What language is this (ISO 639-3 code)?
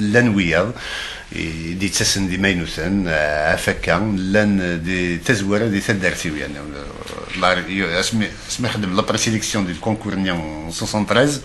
kab